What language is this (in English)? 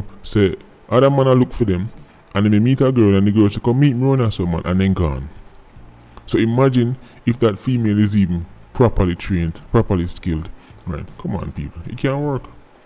Jamaican Creole English